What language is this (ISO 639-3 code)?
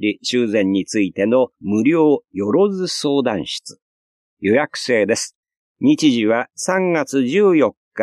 jpn